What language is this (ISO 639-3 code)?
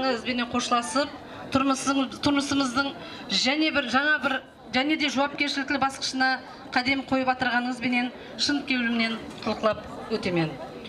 kaa